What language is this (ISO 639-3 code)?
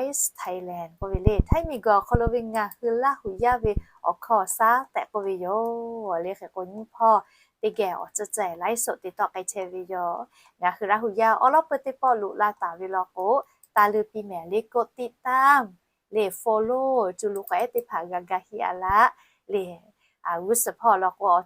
lhu